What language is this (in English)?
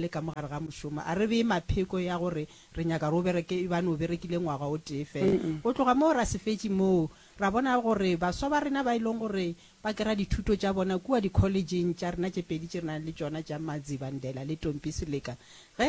Northern Sotho